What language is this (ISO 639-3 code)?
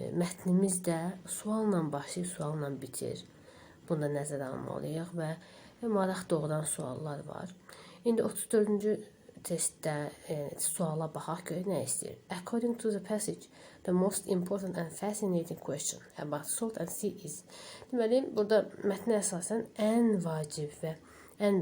aze